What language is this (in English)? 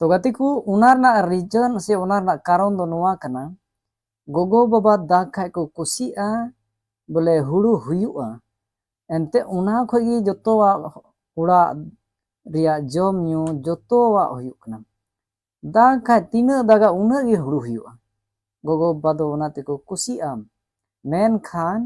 Santali